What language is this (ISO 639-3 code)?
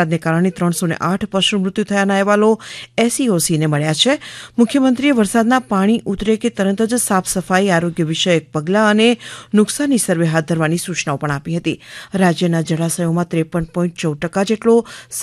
guj